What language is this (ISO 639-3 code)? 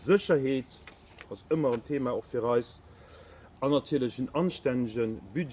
ltz